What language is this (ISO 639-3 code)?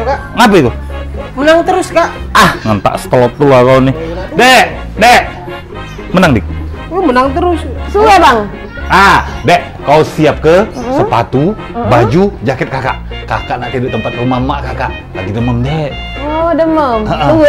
mui